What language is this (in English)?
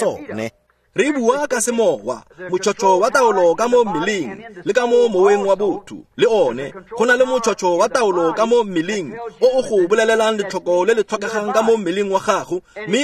Tswana